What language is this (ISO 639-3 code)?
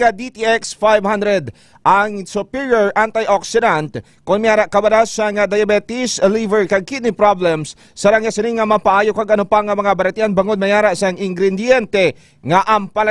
hil